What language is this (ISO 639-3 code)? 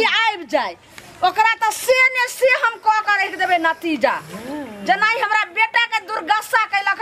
mai